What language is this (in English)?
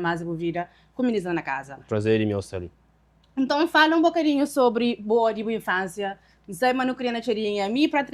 Kabuverdianu